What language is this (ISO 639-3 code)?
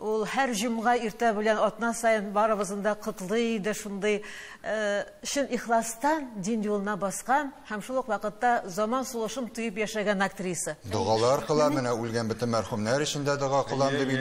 tat